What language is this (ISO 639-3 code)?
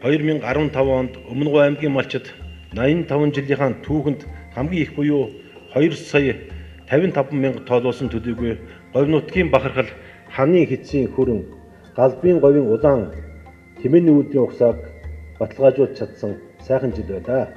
mon